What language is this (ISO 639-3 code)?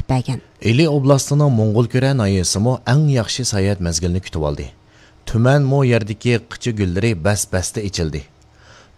uig